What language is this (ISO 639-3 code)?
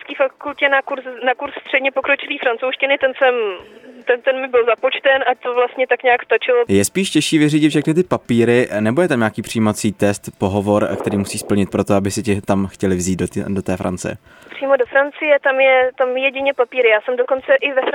ces